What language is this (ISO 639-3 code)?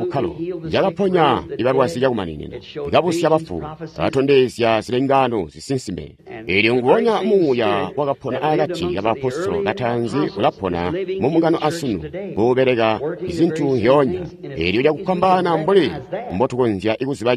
toi